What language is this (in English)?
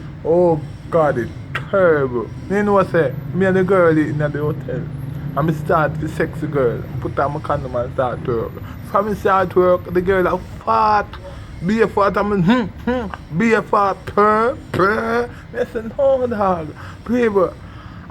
Jamaican Creole English